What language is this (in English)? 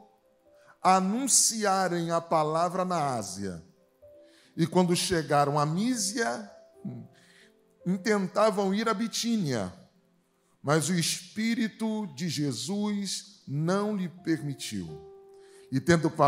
Portuguese